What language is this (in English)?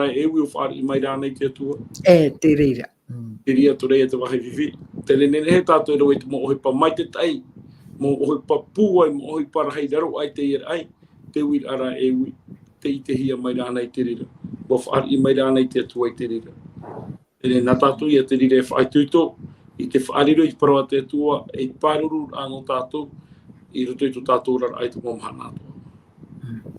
Tahitian